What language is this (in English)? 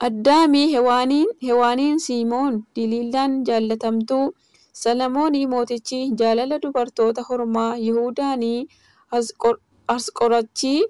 Oromo